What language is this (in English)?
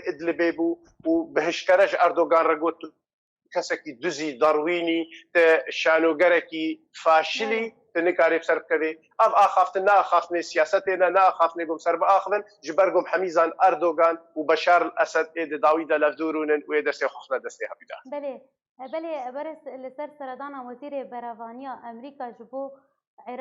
Kurdish